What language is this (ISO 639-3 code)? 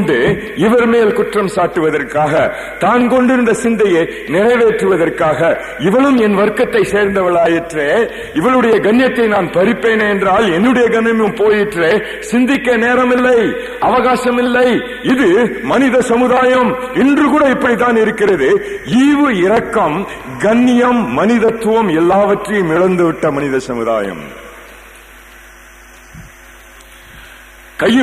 tam